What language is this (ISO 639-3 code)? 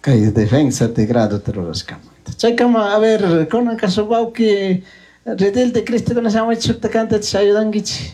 qug